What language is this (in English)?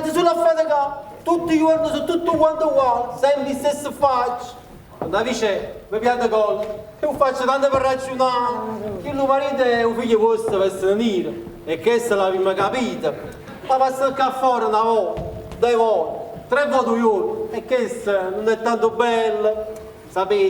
Neapolitan